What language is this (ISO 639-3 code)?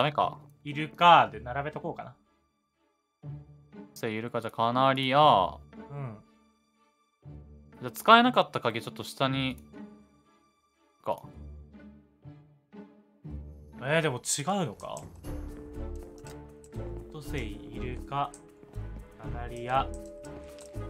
jpn